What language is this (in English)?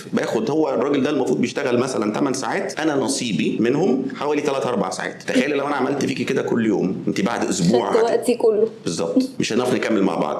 Egyptian Arabic